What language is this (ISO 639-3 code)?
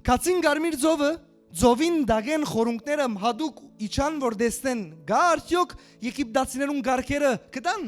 hyw